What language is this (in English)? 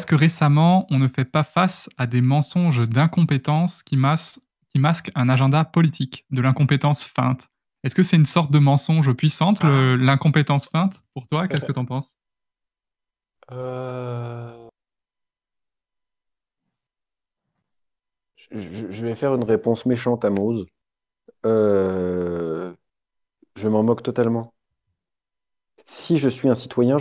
French